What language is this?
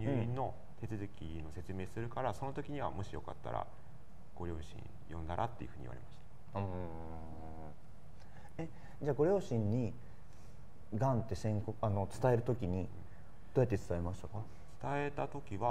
Japanese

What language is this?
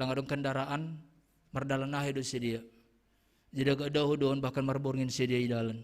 Batak Simalungun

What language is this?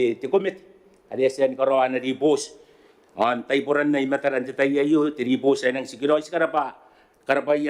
Gilbertese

